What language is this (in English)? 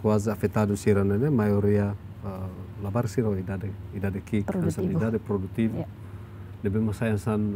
Tetum